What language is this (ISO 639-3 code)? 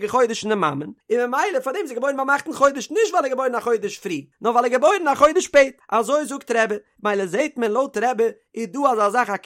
yid